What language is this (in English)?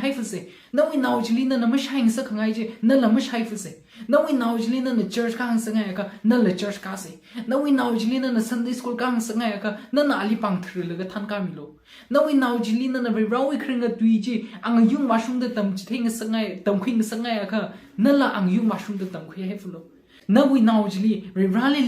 Tangkhul Naga (India)